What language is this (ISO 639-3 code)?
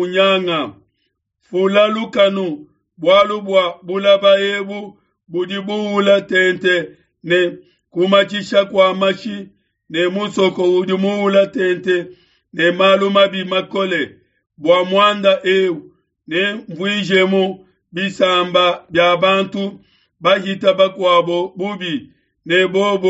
lua